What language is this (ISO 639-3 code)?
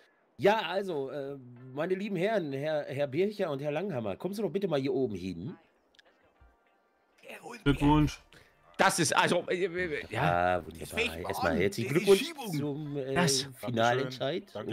deu